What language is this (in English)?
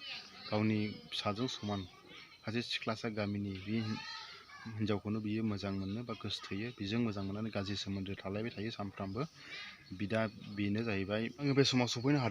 Bodo